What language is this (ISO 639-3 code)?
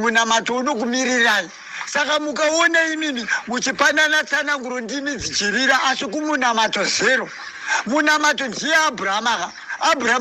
sna